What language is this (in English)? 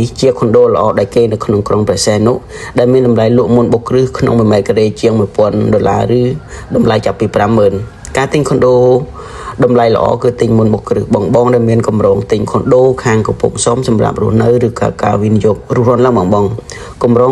Khmer